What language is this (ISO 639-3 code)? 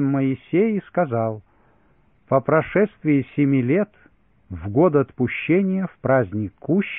rus